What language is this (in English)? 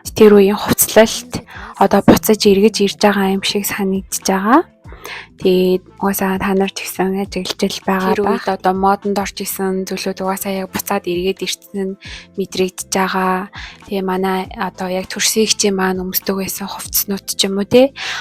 Mongolian